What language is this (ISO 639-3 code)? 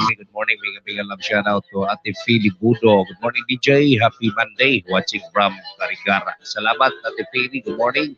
war